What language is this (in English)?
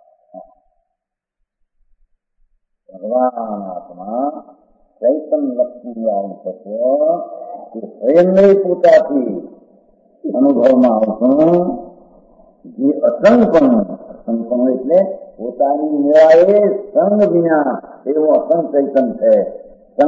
Gujarati